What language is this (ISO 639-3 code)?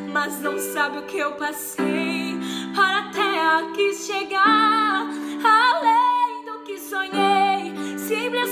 por